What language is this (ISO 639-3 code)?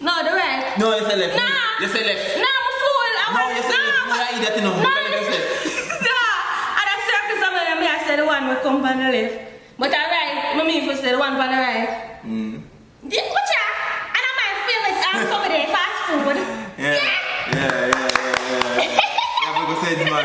jam